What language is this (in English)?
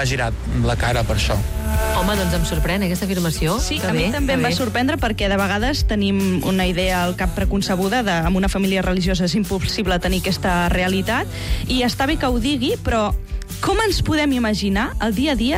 Catalan